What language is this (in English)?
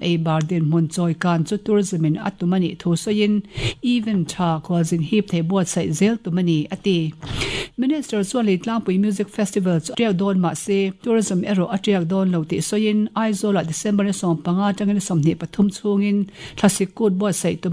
Mizo